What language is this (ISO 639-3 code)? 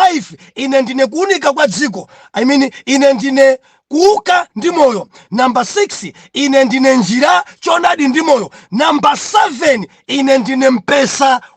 nya